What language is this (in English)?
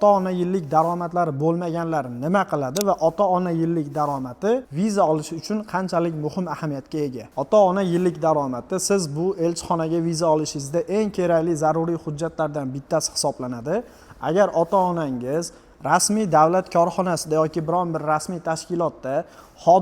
Uzbek